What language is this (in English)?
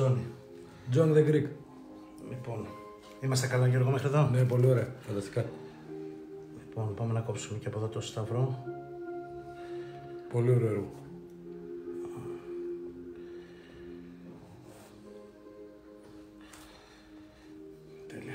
Greek